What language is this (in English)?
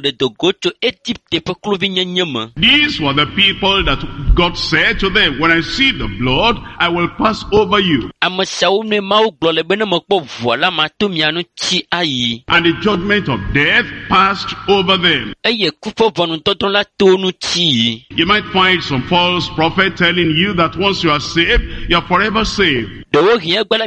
Ewe